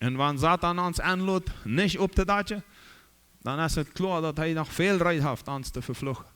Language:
Plautdietsch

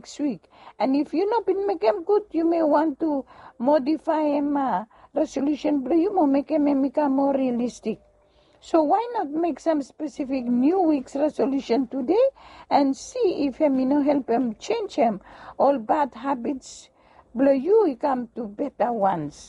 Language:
Bislama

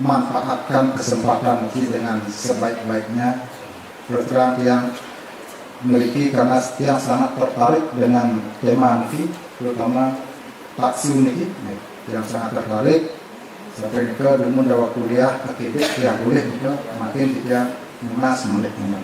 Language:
Balinese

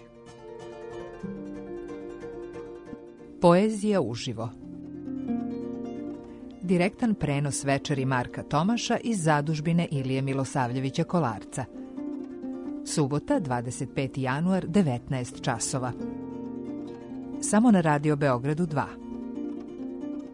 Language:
Serbian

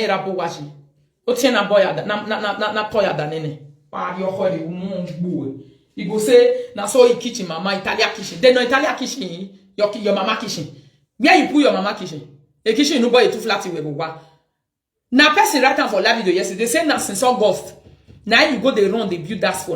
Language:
Nigerian Pidgin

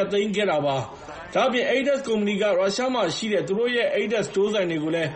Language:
Burmese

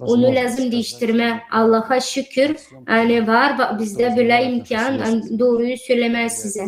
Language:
Gagauz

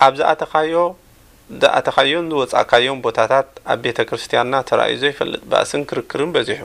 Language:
Tigrinya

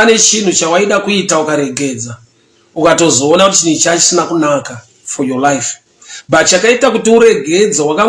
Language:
Shona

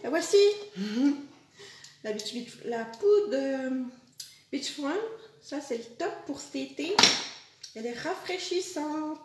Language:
French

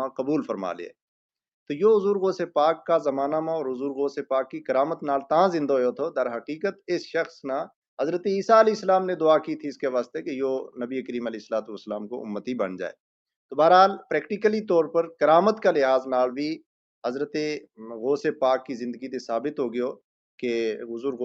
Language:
Gujari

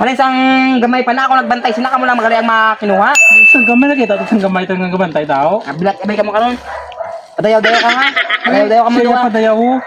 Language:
Hiligaynon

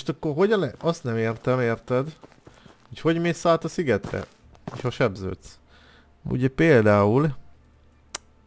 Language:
Hungarian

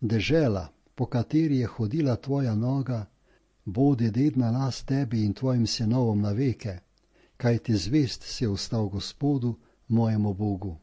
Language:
Slovenian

